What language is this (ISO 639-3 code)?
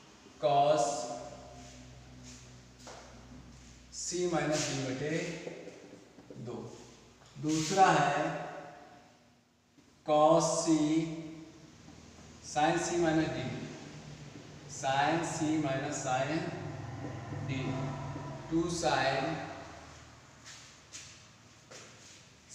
hin